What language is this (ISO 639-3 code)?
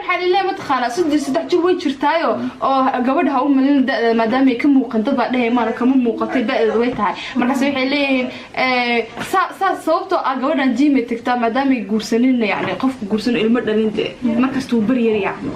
som